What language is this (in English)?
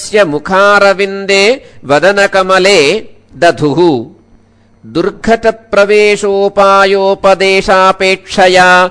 Sanskrit